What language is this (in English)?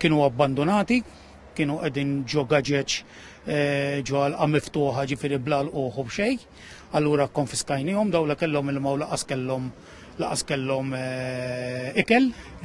Maltese